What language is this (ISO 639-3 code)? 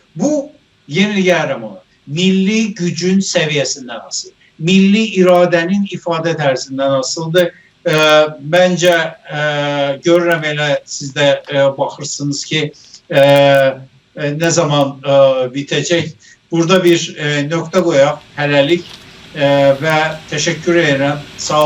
azb